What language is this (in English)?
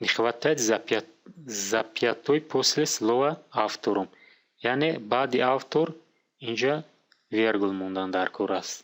Tajik